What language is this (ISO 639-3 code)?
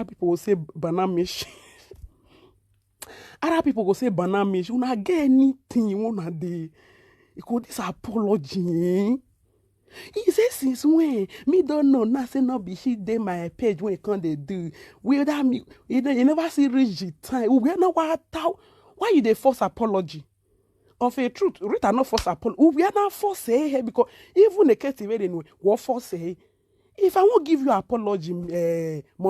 pcm